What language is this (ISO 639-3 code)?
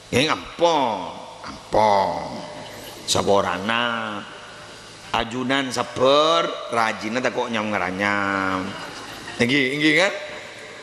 mad